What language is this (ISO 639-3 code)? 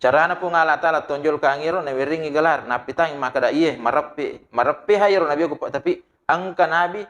bug